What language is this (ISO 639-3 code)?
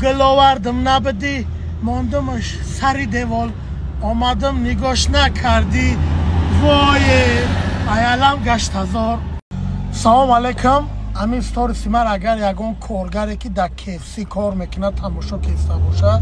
tgk